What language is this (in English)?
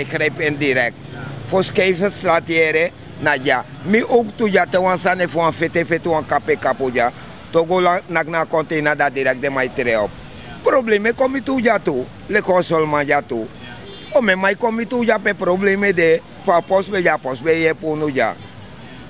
Sranan Tongo